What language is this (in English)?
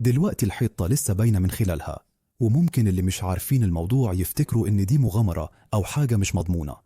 Egyptian Arabic